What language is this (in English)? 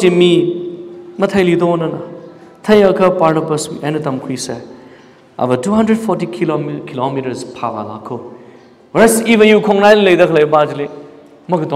Tangkhul Naga (India)